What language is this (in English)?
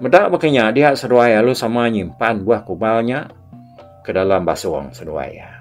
Iban